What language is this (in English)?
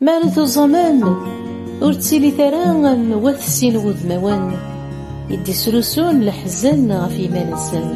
Kabyle